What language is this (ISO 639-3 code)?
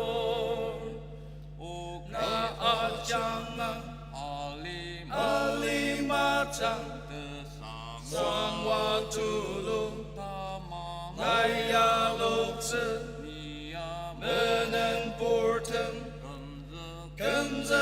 njo